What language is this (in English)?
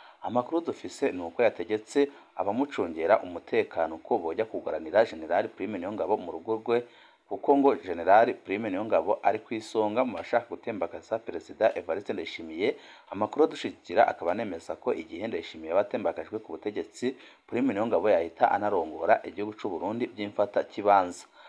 Rundi